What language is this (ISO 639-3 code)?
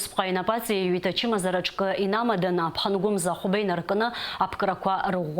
abk